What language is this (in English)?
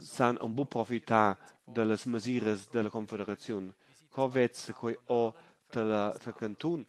Romansh